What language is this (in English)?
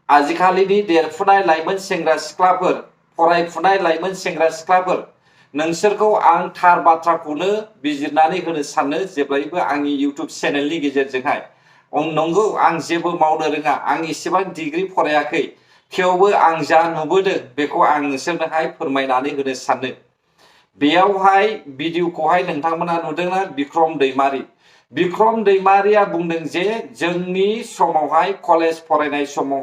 Bodo